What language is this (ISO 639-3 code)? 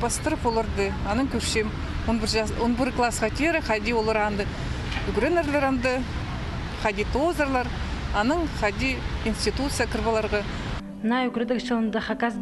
kjh